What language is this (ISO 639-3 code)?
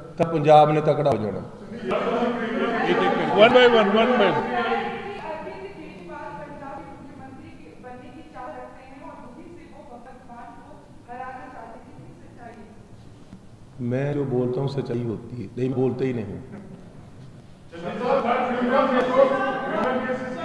pan